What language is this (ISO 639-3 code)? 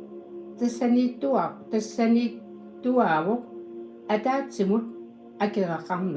kal